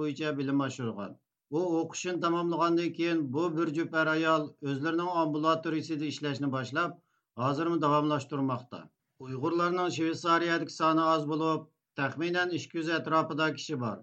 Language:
Uyghur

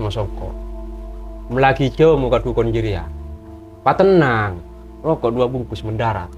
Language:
Madurese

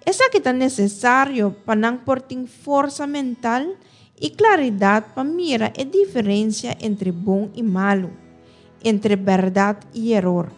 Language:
Papiamento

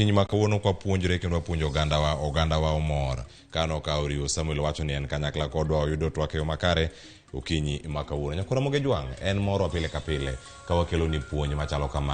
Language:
Luo (Kenya and Tanzania)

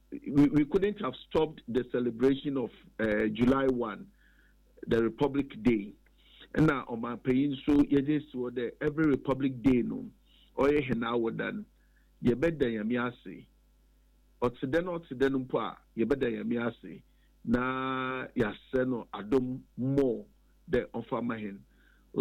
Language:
Akan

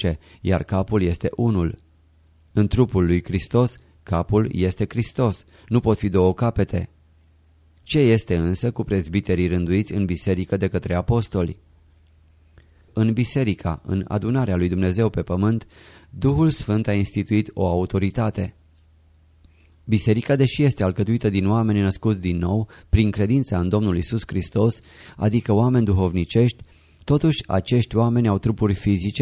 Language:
Romanian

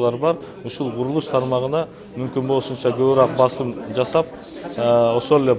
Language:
Kyrgyz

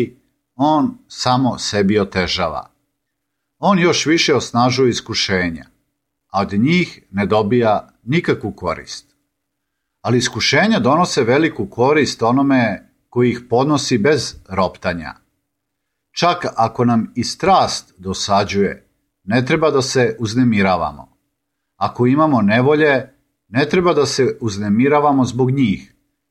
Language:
Serbian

